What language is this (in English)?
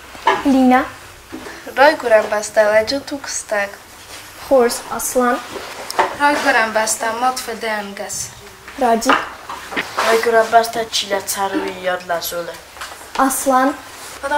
Ossetic